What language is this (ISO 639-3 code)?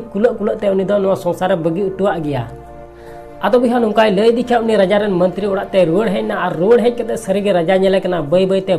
sat